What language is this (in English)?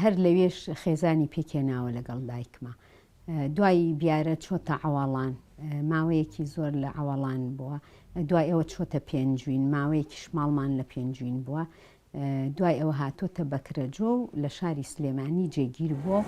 Central Kurdish